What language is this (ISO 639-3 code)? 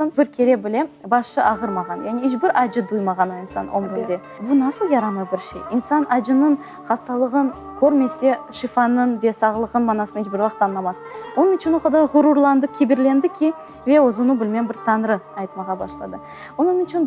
crh